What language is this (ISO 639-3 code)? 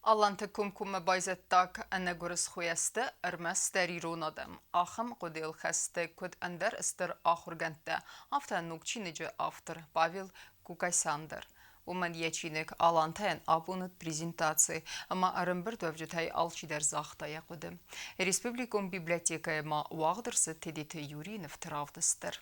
oss